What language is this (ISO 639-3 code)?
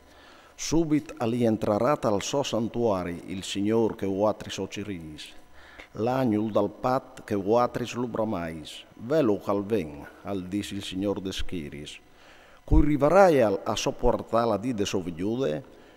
fur